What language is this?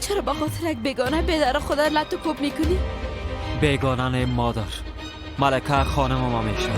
Persian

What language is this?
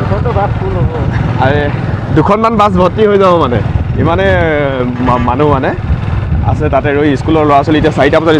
Assamese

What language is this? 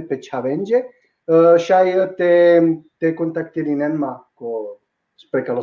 Balkan Romani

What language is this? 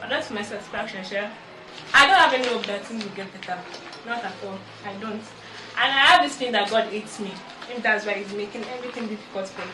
Nigerian Pidgin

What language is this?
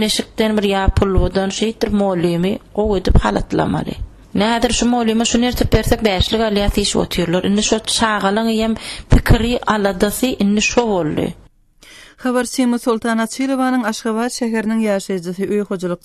Turkmen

